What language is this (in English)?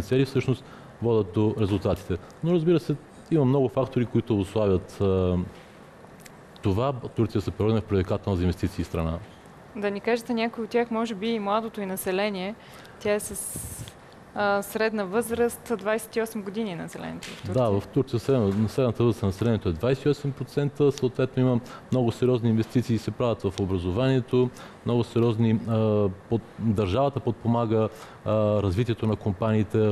Bulgarian